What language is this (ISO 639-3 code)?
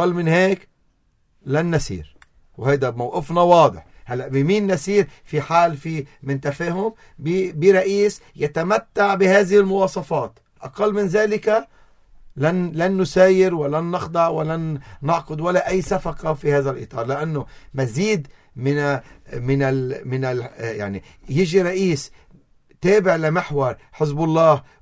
apc